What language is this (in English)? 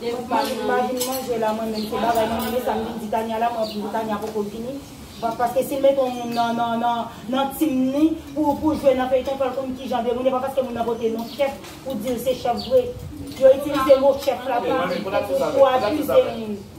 Haitian Creole